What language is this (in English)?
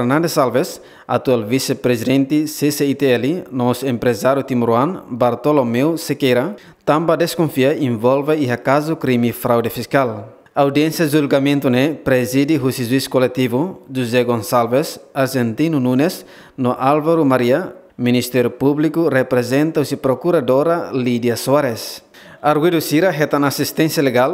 Tetum